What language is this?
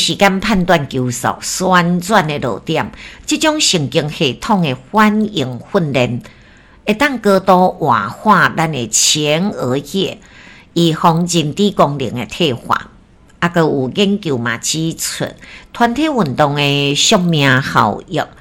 Min Nan Chinese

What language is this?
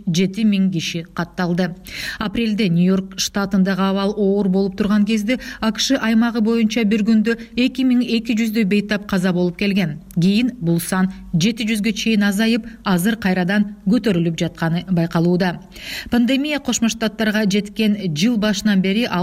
Kyrgyz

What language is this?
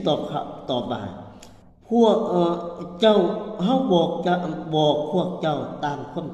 Lao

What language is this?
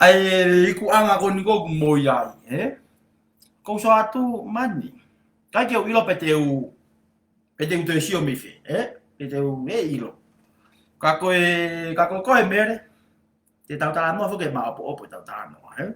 Tongan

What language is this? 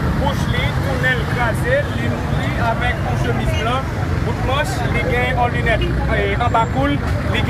Haitian Creole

